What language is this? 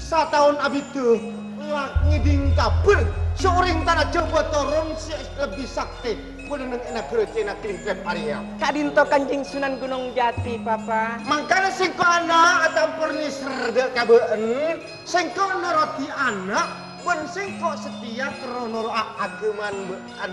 Madurese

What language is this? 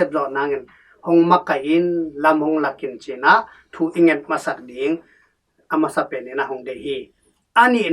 Tedim Chin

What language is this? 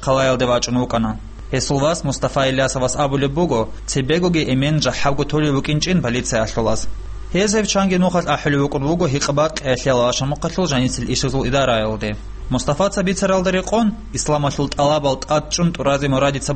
Avaric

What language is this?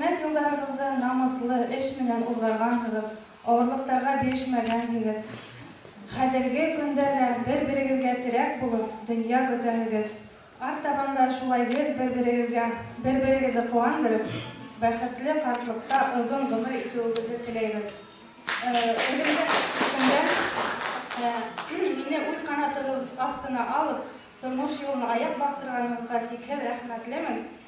Bashkir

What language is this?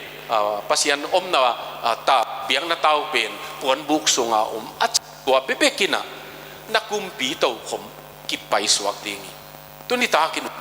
Tedim Chin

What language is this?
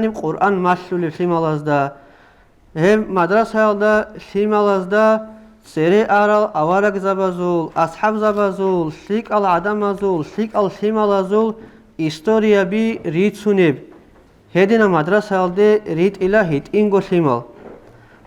Avaric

